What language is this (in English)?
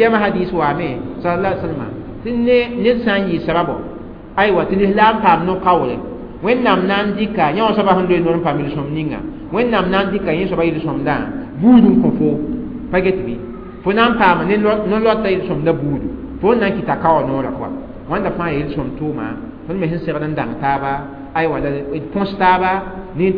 Mossi